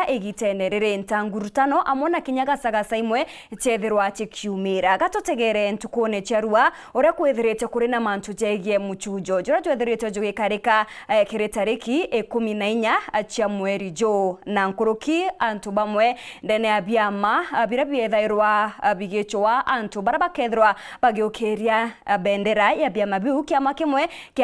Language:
Meru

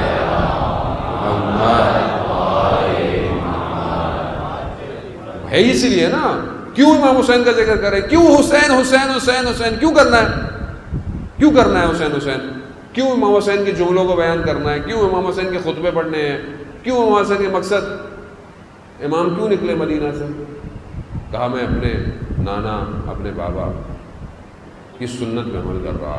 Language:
Urdu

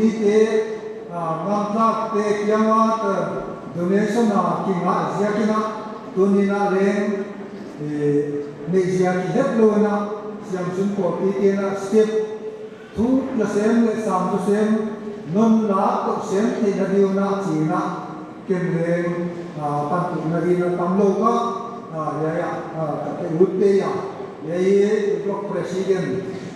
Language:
Paite Chin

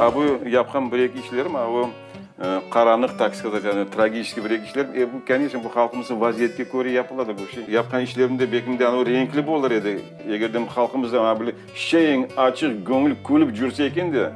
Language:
Crimean Tatar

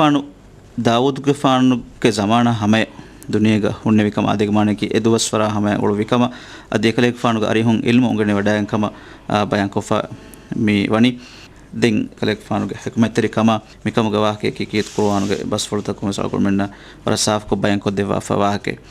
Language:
Divehi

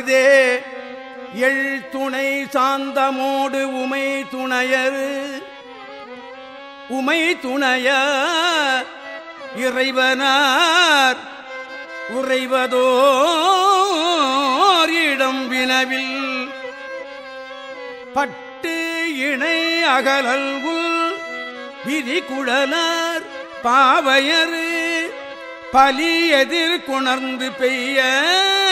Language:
Tamil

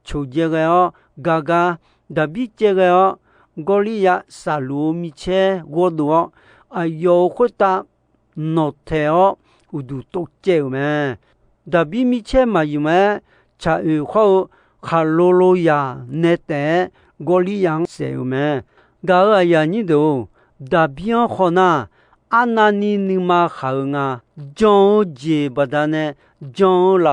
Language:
Akha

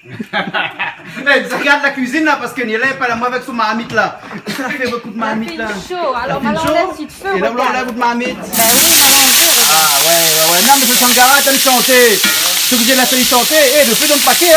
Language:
Réunion Creole French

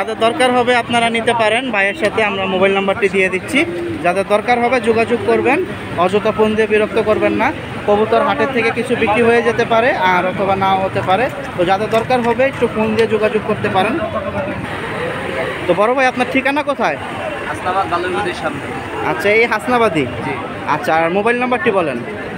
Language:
Bangla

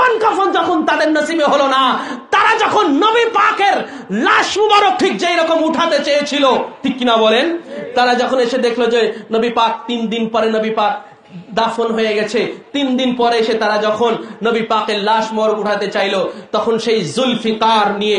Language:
Bangla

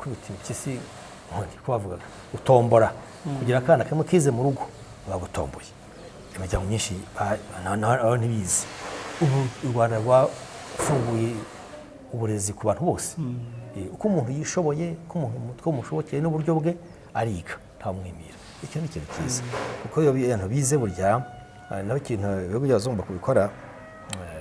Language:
Kinyarwanda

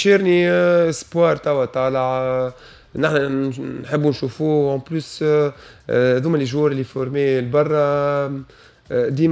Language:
Tunisian Arabic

